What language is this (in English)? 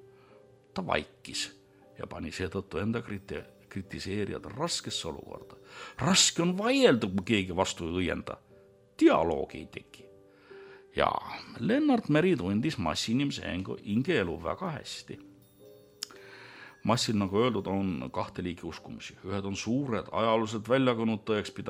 Estonian